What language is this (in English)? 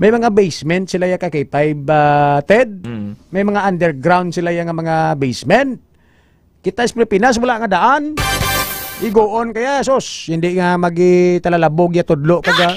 Hiligaynon